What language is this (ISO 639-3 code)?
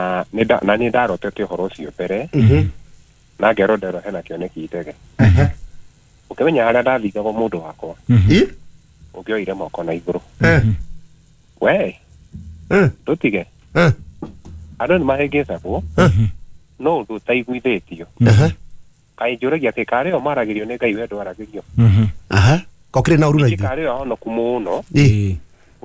kik